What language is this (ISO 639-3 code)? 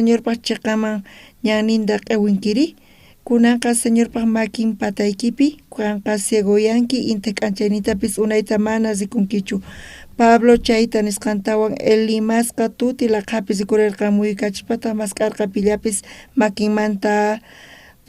quh